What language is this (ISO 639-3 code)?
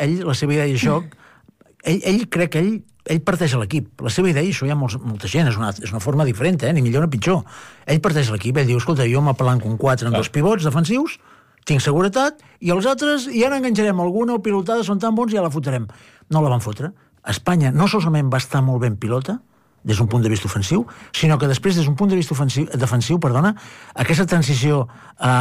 cat